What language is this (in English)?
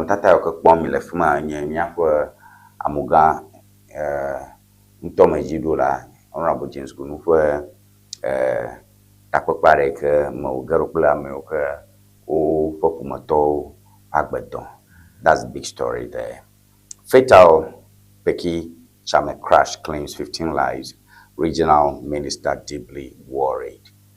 Ewe